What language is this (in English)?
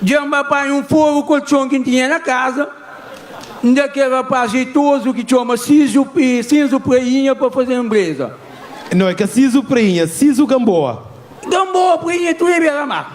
Kabuverdianu